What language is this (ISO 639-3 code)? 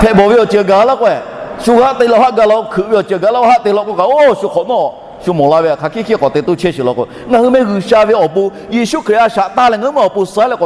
lhu